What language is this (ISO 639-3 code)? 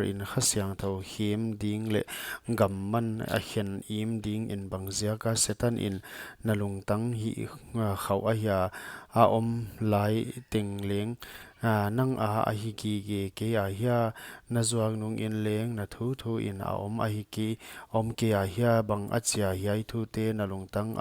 pck